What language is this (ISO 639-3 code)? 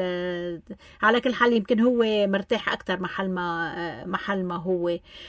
apc